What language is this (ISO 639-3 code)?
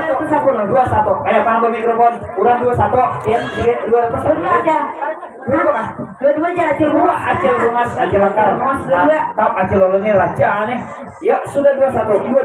bjn